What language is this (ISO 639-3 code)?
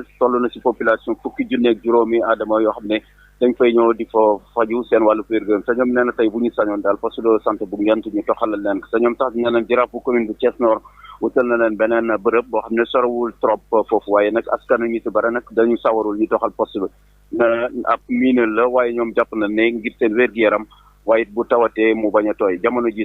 wol